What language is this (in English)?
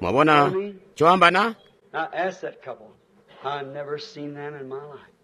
Tonga (Zambia)